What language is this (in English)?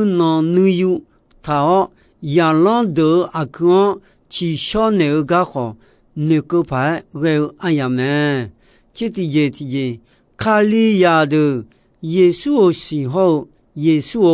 Akha